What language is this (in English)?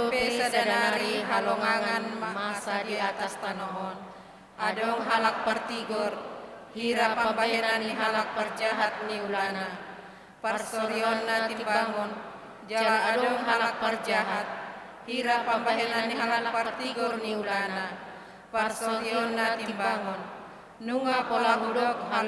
Batak Toba